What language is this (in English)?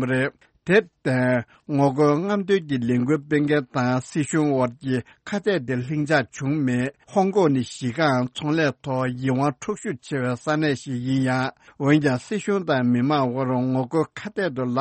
Tibetan